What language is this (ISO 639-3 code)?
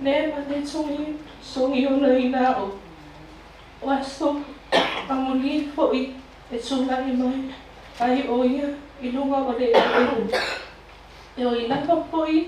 smo